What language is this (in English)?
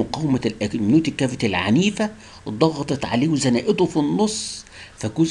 Egyptian Arabic